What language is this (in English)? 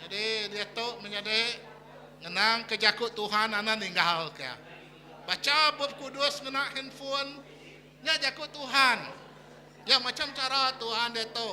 Iban